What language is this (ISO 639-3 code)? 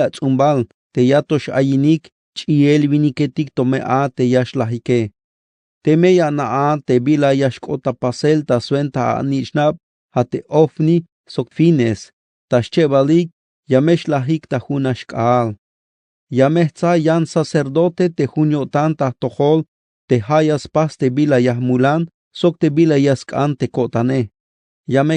tzh